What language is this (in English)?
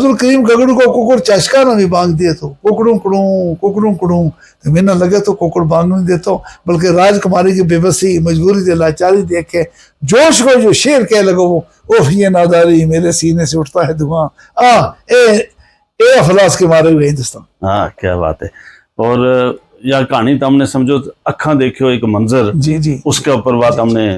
Gujari